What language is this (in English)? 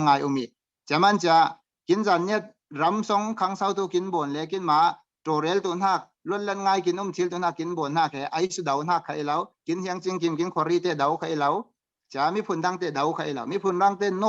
Falam Chin